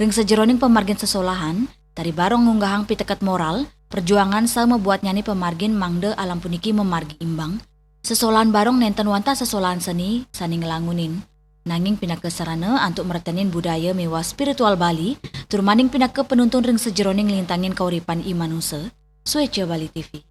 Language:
Balinese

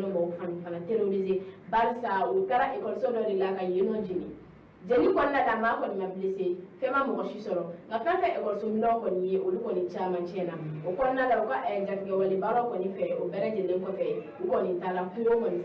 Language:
Bambara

